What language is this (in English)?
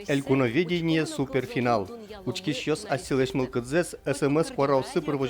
Udmurt